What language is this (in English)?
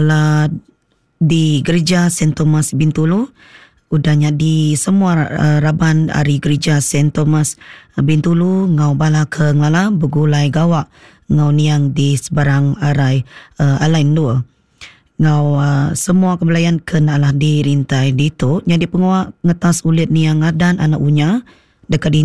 Iban